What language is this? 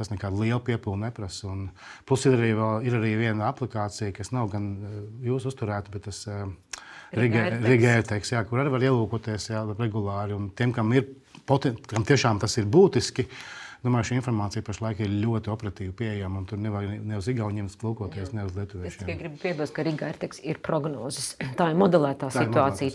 Latvian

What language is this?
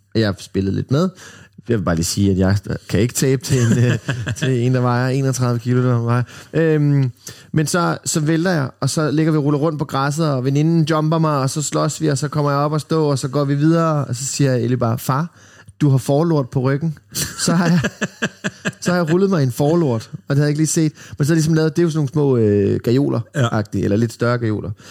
Danish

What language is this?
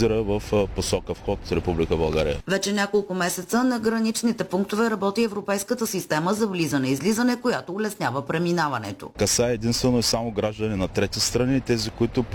Bulgarian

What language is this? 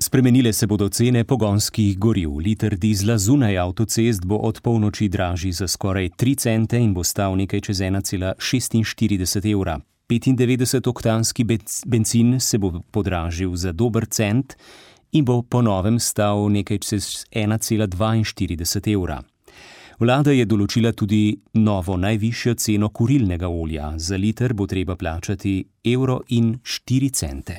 Slovenian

